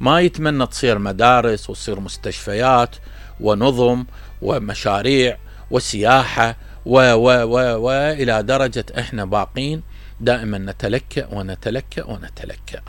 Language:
Mesopotamian Arabic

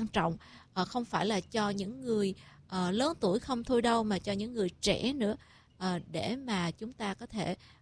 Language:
Vietnamese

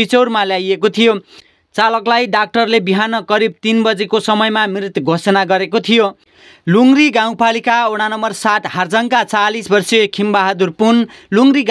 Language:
Nepali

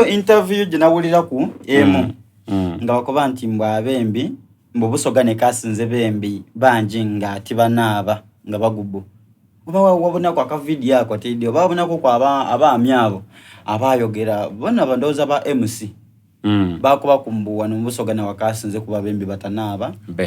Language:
Soga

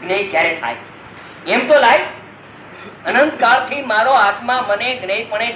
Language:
Gujarati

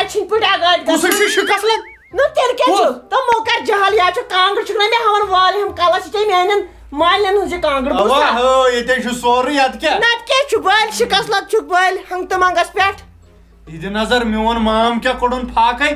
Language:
Kashmiri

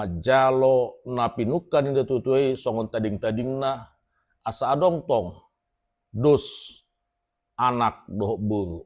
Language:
Batak Toba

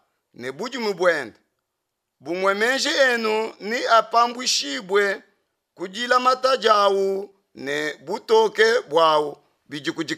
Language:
Luba-Lulua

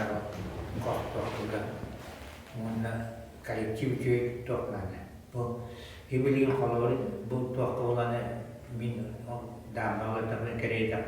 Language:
Yakut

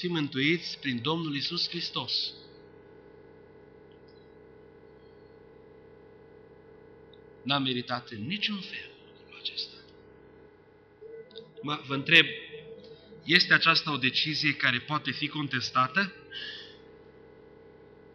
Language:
Romanian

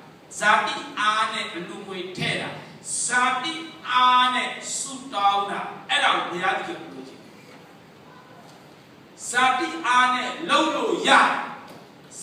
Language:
Burmese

